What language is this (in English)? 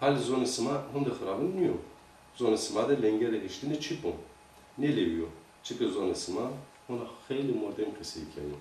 Zaza